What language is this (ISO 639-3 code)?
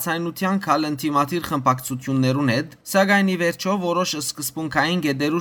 hyw